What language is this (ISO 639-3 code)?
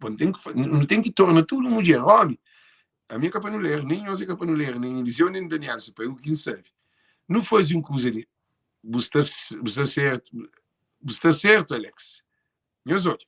kea